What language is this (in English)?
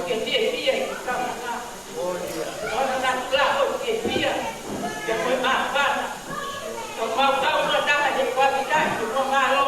Tongan